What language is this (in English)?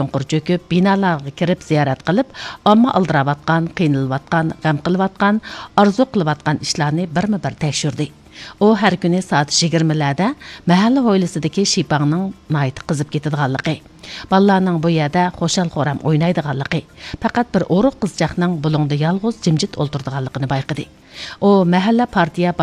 Uyghur